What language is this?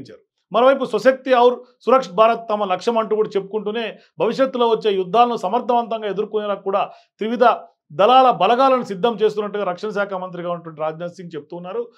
Telugu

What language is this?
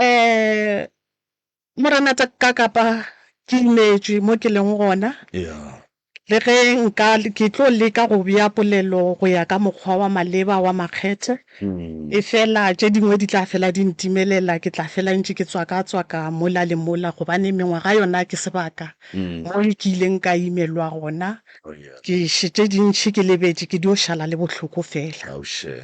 Northern Sotho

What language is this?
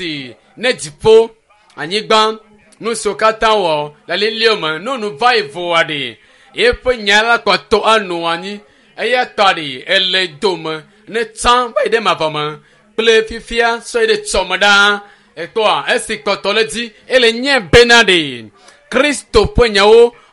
Ewe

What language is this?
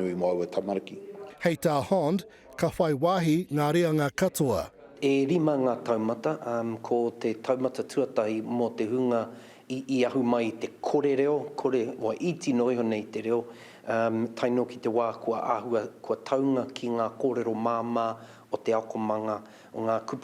Māori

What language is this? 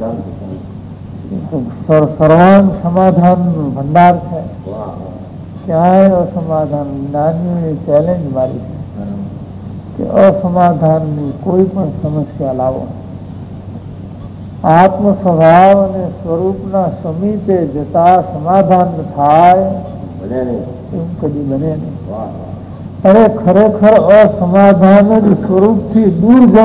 Gujarati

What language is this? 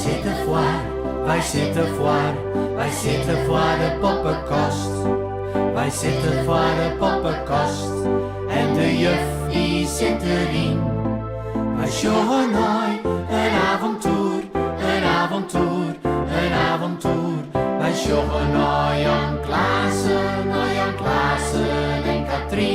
Western Frisian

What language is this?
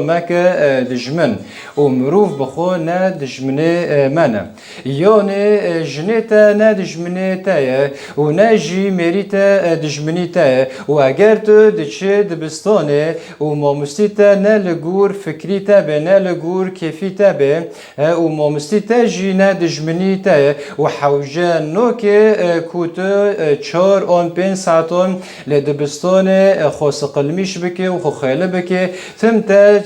Kurdish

